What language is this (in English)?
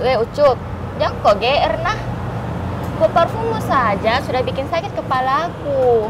Makassar Malay